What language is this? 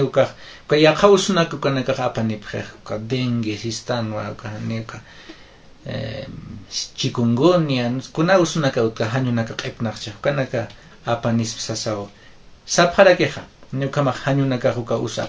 Aymara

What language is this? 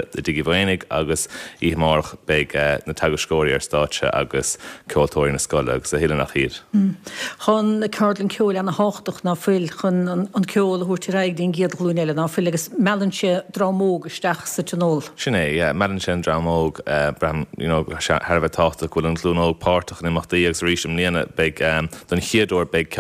Irish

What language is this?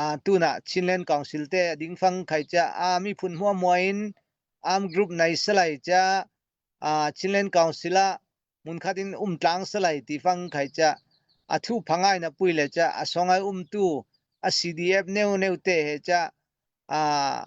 Falam Chin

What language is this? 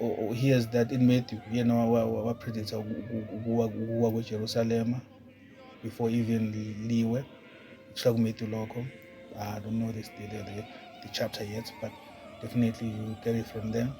Zulu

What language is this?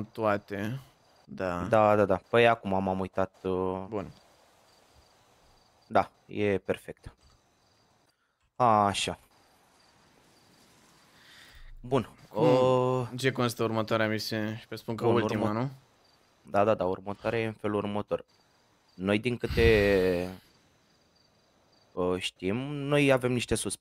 Romanian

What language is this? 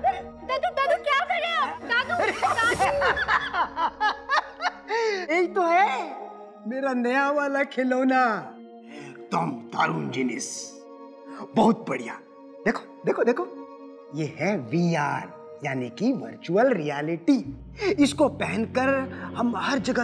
Hindi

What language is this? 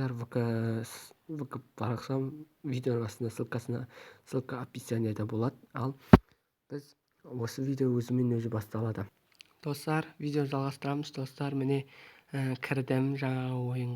Kazakh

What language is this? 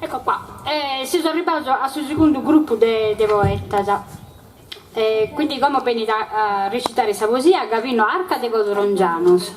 Sardinian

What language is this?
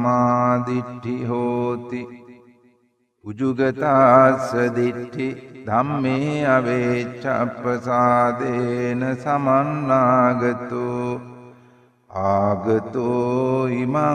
Sinhala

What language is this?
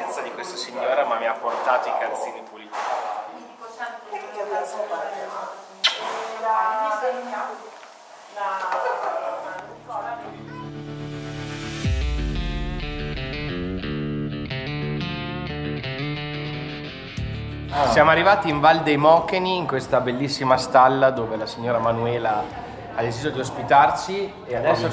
Italian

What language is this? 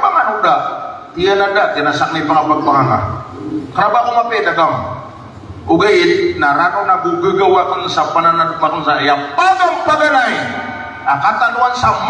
Maranao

